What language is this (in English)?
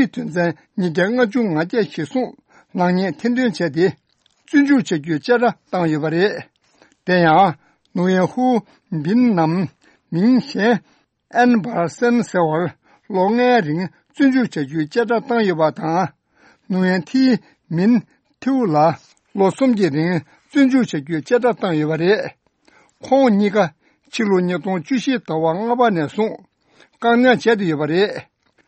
Tibetan